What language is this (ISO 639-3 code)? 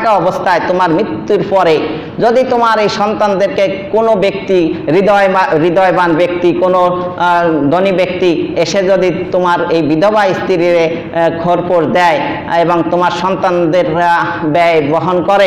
ben